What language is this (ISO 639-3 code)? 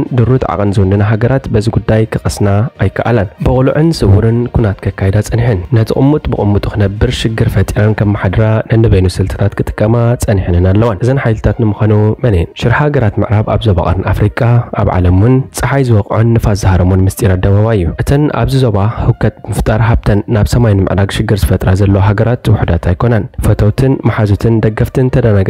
tir